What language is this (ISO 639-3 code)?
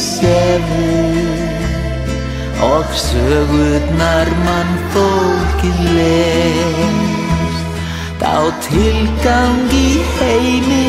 isl